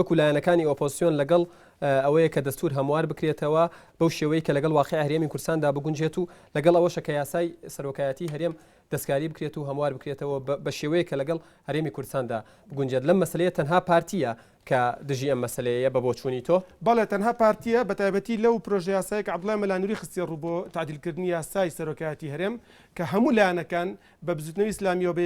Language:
Central Kurdish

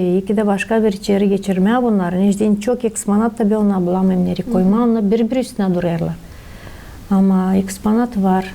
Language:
Gagauz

